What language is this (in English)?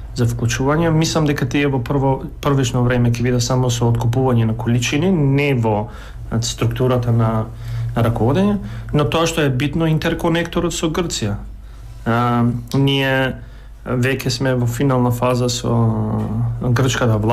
Macedonian